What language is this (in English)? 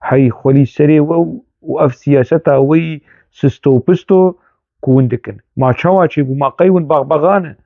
Kurdish